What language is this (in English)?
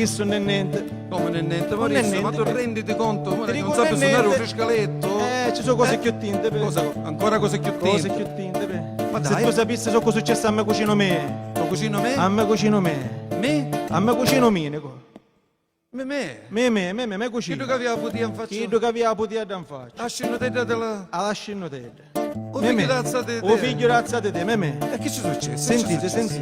Sicilian